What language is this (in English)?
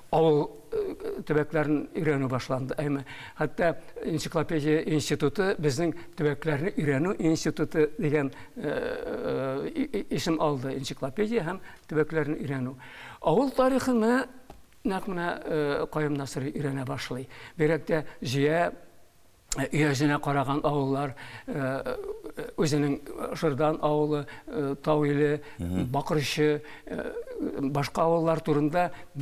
Tatar